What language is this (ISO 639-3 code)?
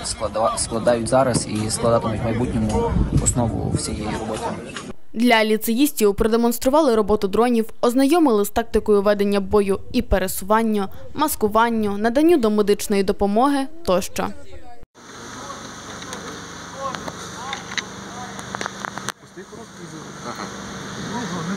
ukr